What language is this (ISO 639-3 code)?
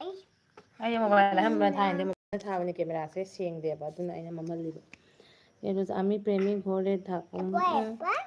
mni